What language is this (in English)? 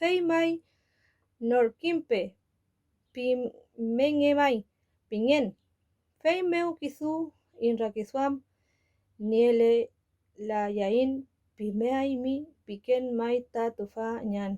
Mapuche